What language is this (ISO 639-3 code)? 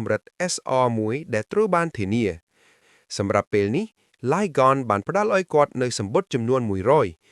khm